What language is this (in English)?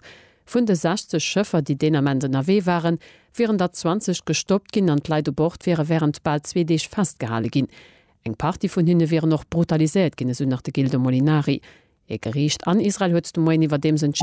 Luxembourgish